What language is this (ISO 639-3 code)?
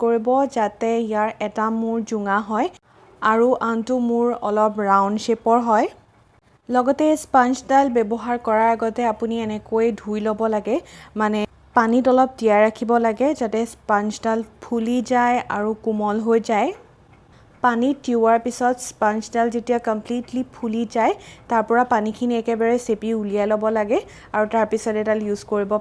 asm